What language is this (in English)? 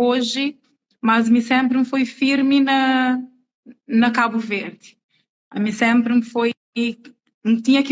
Kabuverdianu